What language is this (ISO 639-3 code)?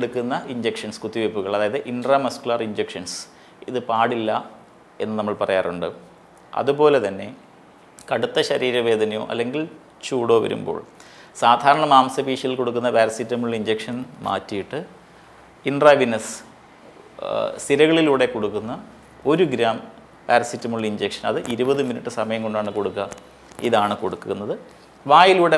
mal